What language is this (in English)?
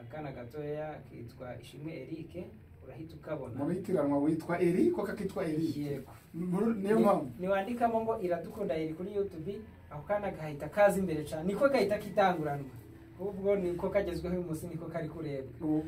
Kinyarwanda